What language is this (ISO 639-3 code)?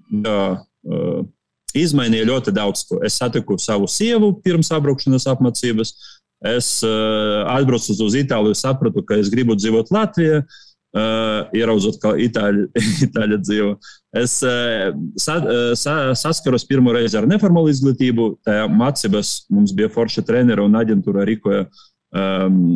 lav